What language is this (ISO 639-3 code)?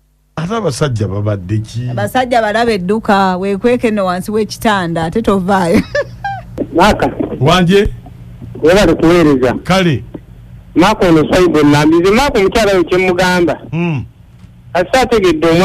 lug